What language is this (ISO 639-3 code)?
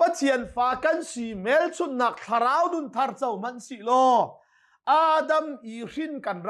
cnh